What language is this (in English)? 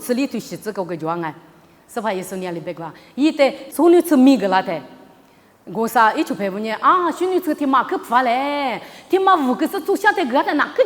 Lisu